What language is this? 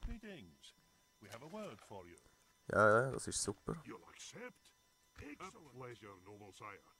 Swiss German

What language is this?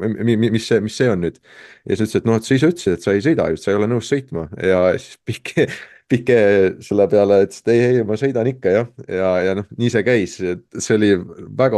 Estonian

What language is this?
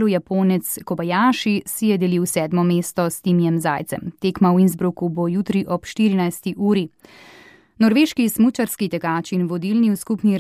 Slovenian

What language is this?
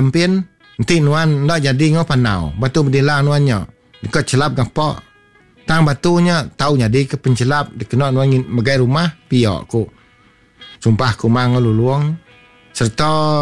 Iban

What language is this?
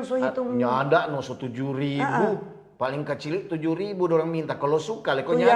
Manado Malay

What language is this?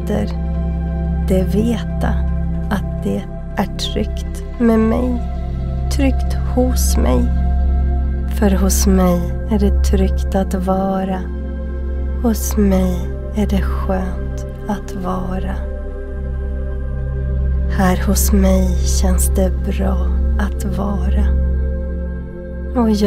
Swedish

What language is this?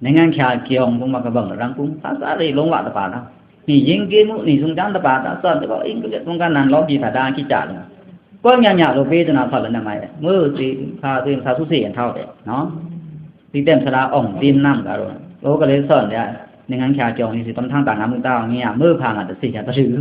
Pa'o Karen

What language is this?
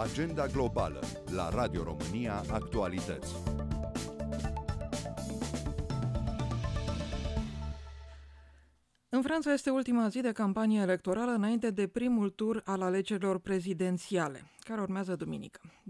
Romanian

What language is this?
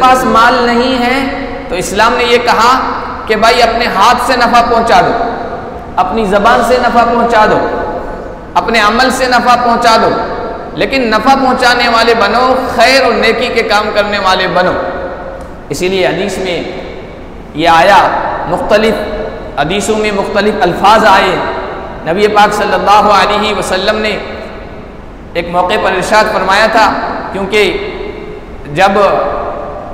Urdu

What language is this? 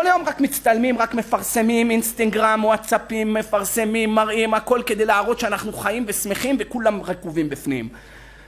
Hebrew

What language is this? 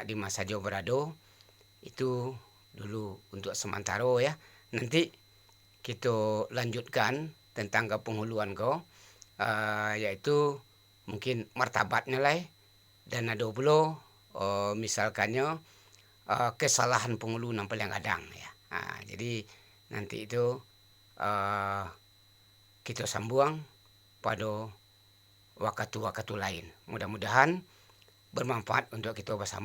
Minangkabau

